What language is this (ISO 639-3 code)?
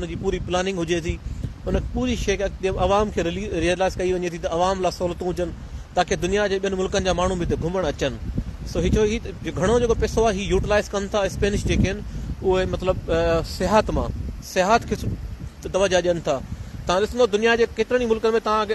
snd